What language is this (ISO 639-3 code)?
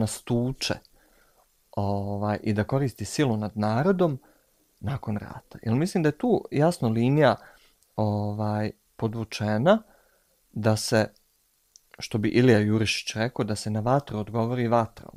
bos